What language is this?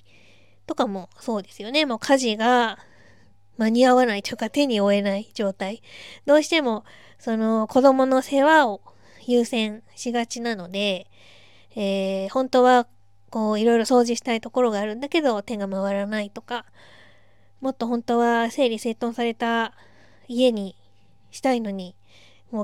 Japanese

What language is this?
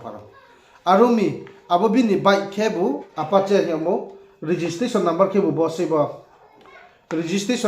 Riang (India)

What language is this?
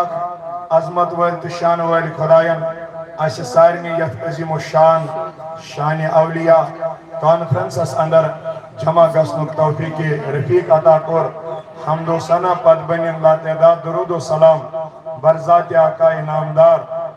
Kashmiri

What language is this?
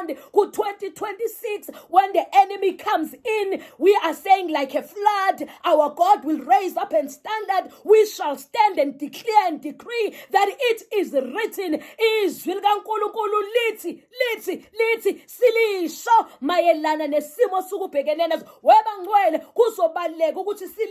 Zulu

